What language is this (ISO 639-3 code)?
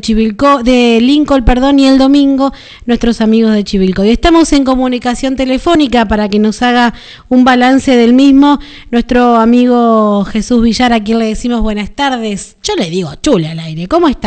spa